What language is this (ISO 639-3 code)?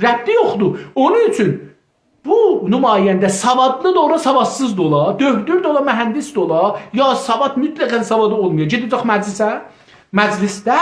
azb